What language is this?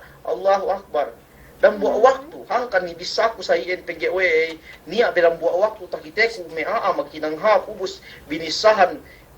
Yakan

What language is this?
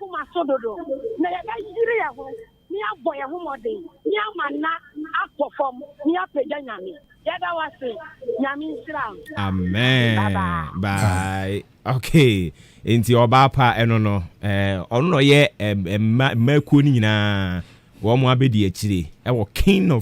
Akan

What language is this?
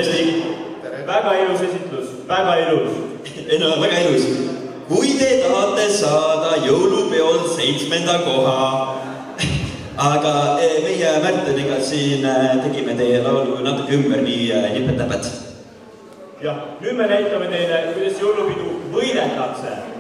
Estonian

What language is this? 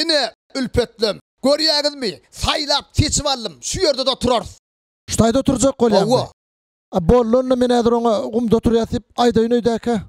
Turkmen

